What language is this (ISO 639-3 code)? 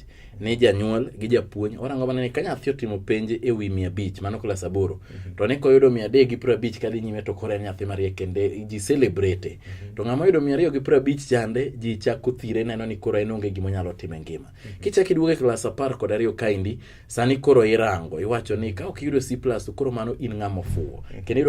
luo